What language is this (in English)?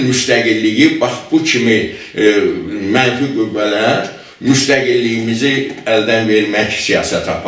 Azerbaijani